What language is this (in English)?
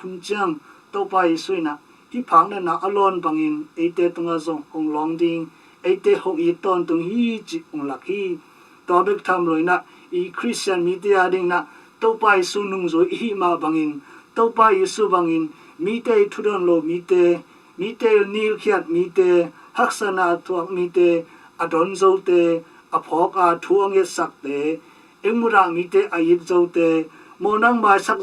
Tedim Chin